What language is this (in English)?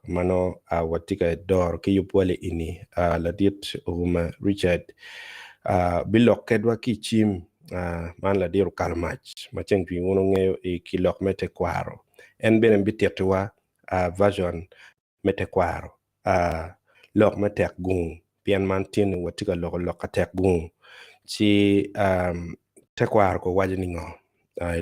Acoli